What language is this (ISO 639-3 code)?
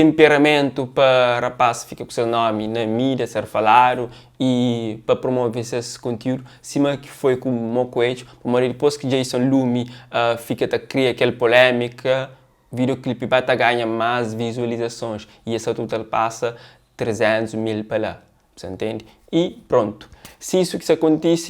kea